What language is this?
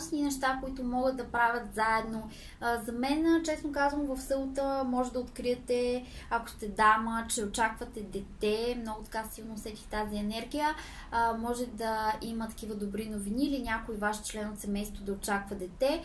Bulgarian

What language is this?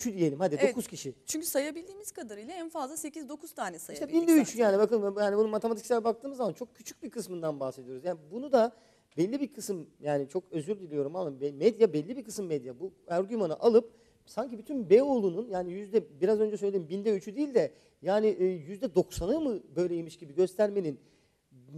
Turkish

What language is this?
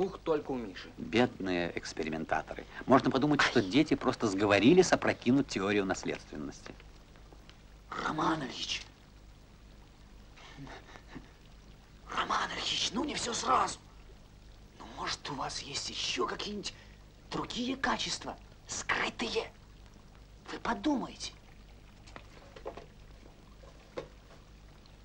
Russian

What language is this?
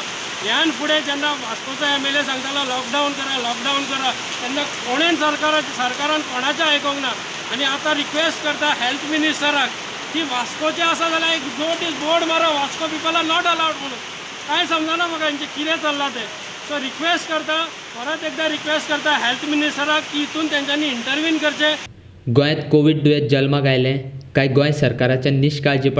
Konkani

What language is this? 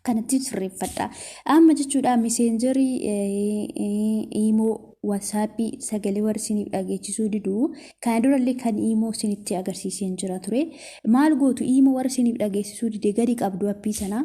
Oromo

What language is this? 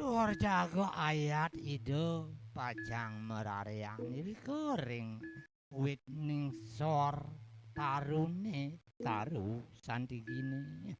Balinese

